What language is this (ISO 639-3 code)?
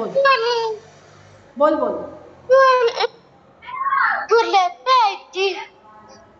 mar